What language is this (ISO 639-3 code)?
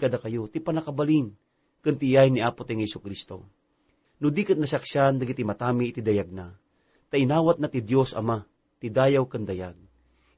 ilo